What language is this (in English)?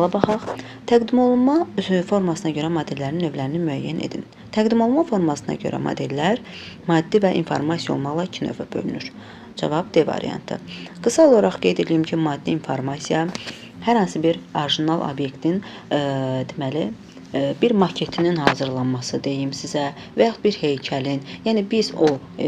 Azerbaijani